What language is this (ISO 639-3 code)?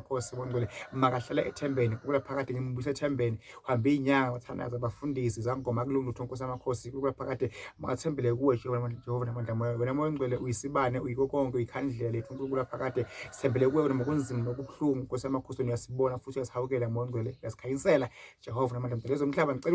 zul